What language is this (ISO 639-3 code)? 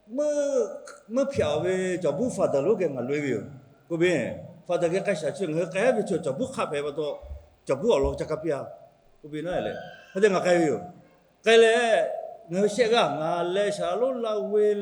lhu